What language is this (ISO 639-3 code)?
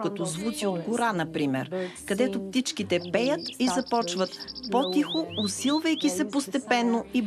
bul